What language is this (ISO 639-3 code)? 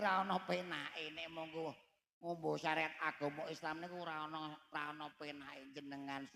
jav